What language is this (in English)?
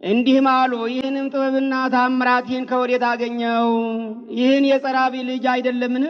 Amharic